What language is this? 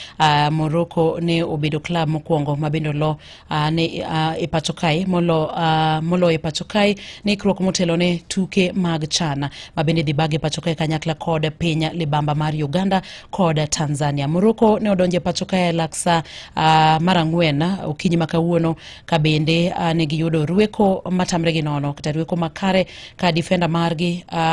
Luo (Kenya and Tanzania)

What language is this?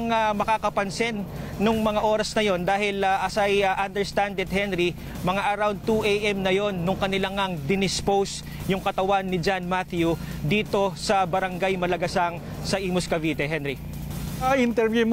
Filipino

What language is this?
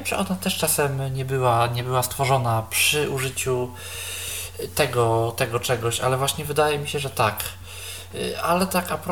Polish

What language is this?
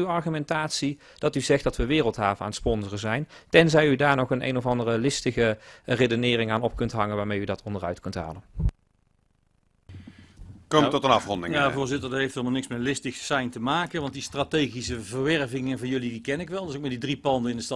Dutch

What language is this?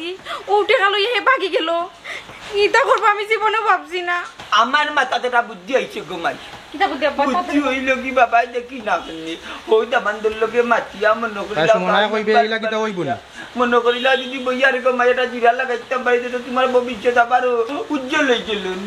Sylheti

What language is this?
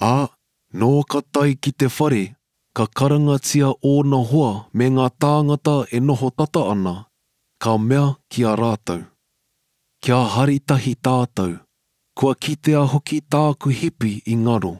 Māori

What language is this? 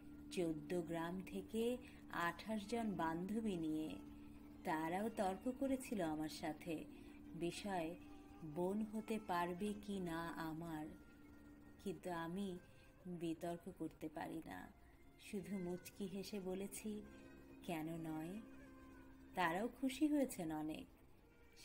Bangla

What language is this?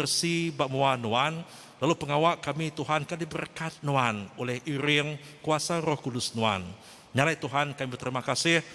Iban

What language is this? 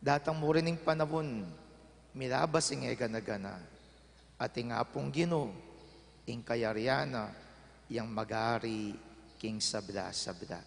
Pampanga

